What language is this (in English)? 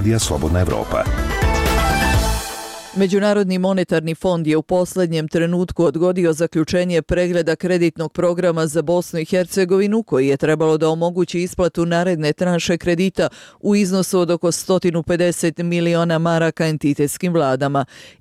Bosnian